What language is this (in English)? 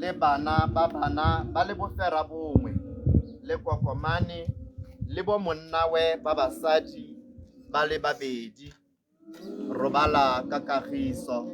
Tswana